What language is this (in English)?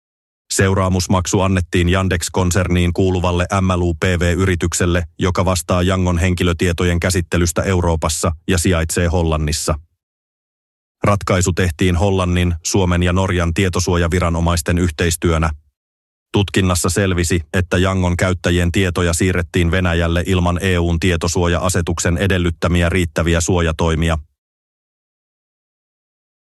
Finnish